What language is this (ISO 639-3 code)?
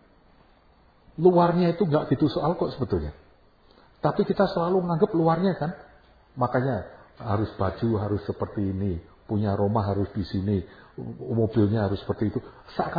ind